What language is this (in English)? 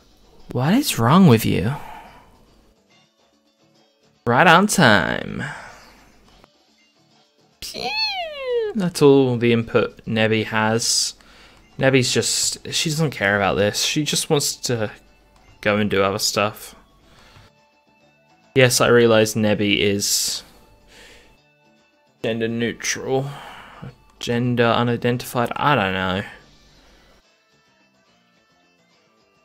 English